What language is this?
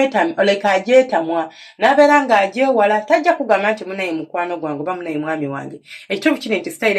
Ganda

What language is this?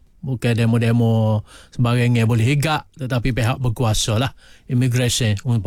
Malay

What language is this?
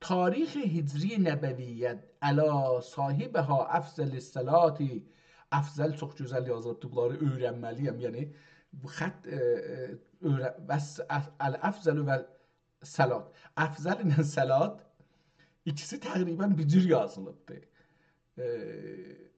South Azerbaijani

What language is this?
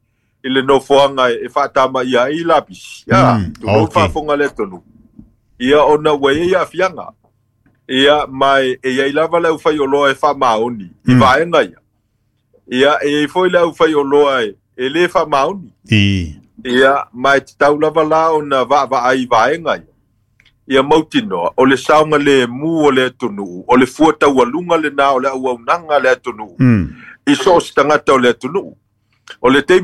Samoan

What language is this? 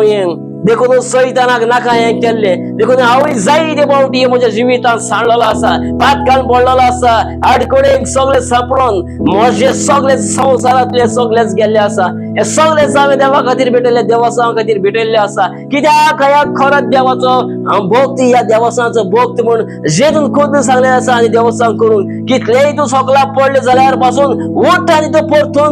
Konkani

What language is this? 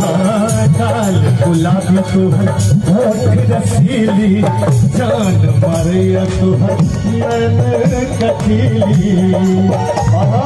Maithili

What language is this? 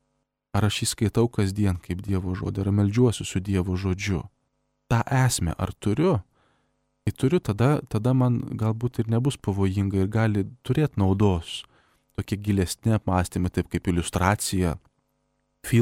Lithuanian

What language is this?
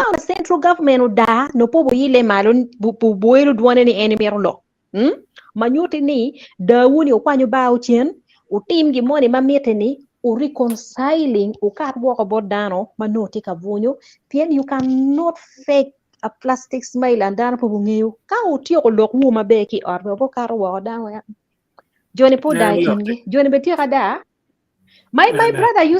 Acoli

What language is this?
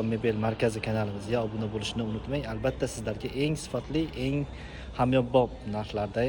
Uzbek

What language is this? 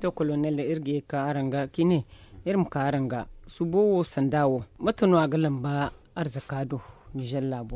Zarma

